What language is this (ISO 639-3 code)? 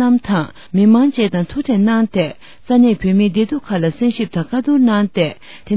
bod